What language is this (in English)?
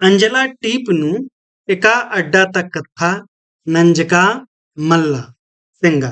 Kurukh